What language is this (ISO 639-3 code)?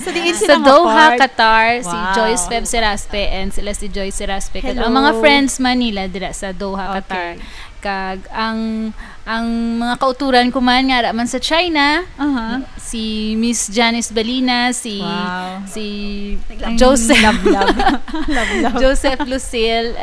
hil